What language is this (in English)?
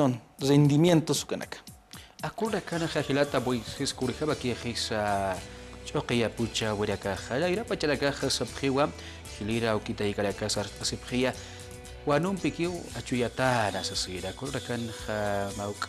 Aymara